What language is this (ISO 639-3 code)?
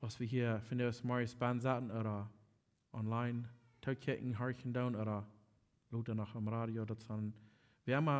pdt